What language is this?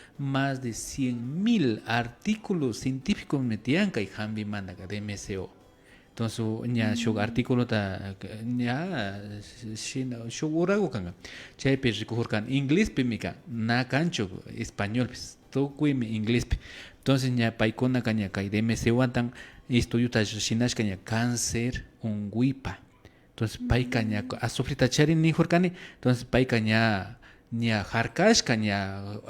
Imbabura Highland Quichua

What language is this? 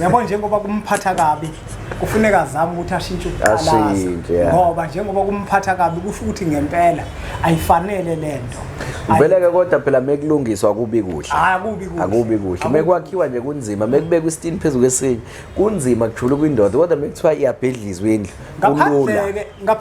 Zulu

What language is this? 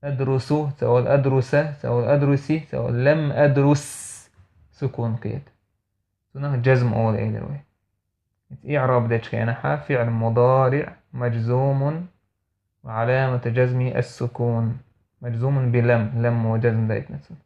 Chechen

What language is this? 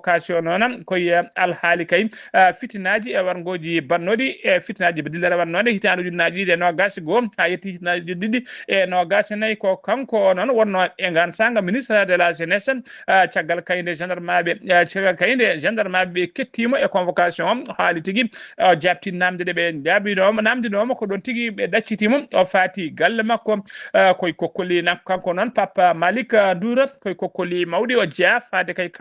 Fula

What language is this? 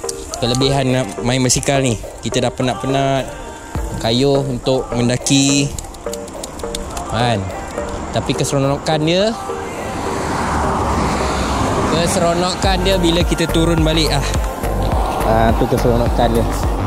Malay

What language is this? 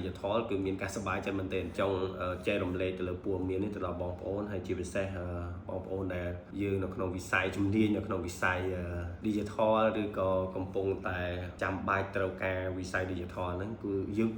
Khmer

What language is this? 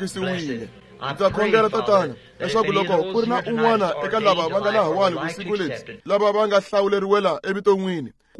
Tsonga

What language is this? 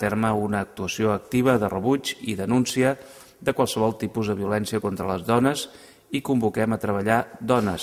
Catalan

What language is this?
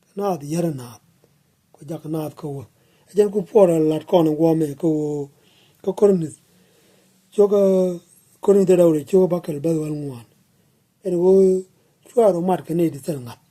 Nuer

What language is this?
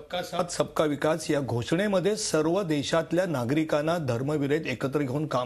Marathi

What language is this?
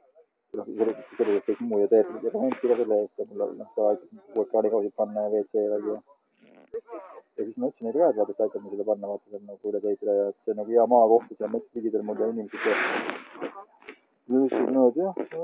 Estonian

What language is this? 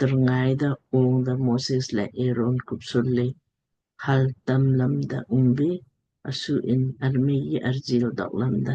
Lamkang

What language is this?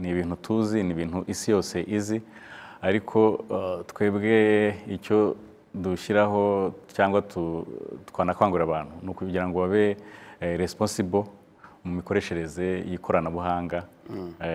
Kinyarwanda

